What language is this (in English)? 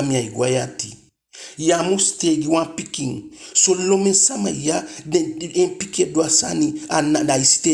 Eastern Maroon Creole